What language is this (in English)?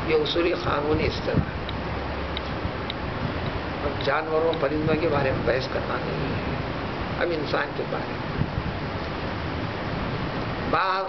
Urdu